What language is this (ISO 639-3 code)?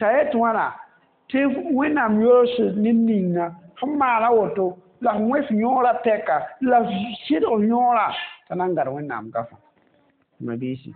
mos